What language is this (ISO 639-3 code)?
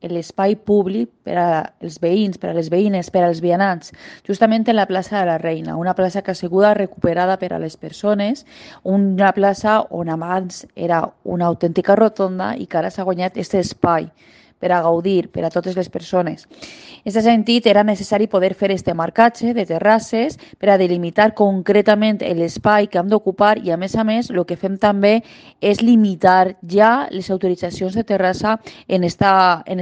cat